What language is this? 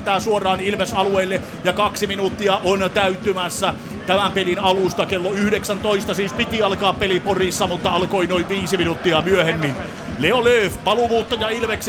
Finnish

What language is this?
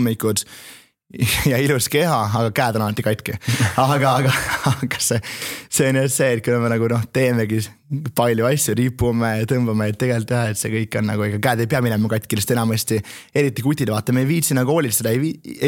Estonian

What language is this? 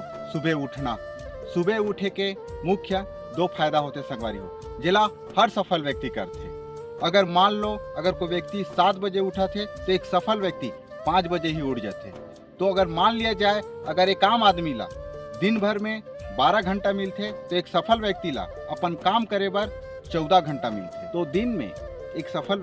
Chhattisgarhi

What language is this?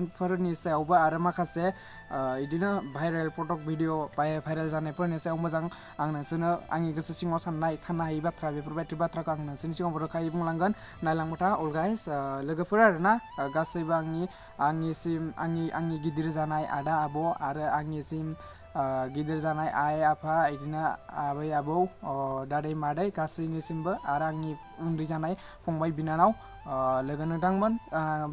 Bodo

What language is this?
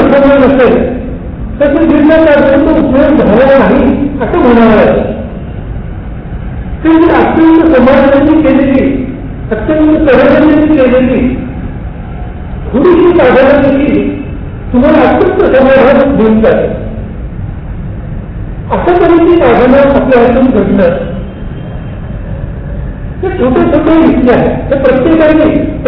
Marathi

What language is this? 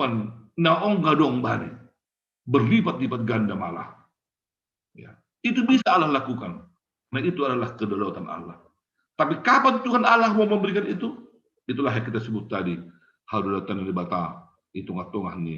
Batak Simalungun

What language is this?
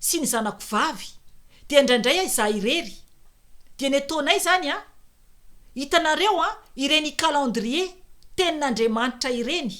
Malagasy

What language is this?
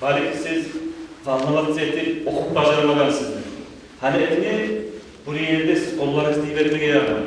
Kumyk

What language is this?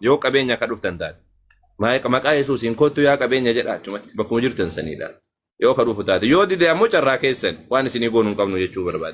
Oromo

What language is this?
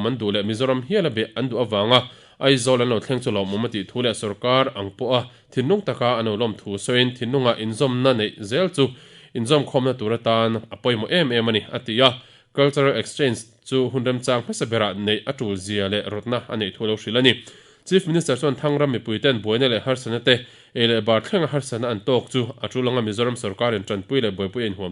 Mizo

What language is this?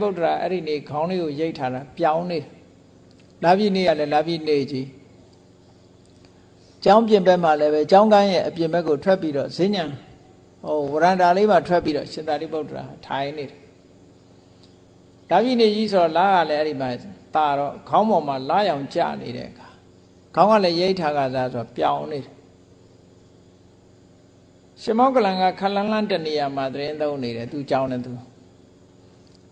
Burmese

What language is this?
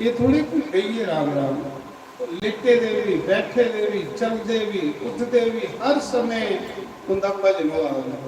Dogri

